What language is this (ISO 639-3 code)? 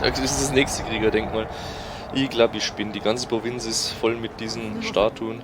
bar